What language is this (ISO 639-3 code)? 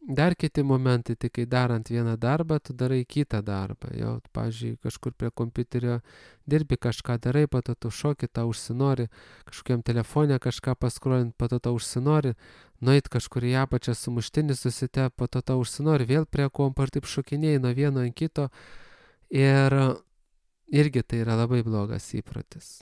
lit